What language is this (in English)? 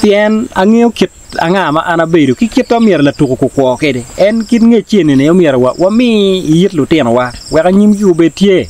Acoli